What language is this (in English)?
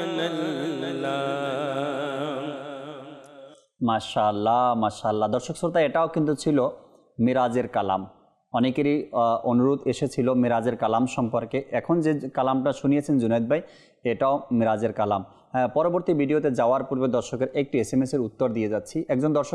Bangla